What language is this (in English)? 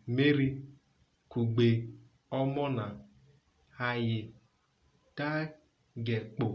Urhobo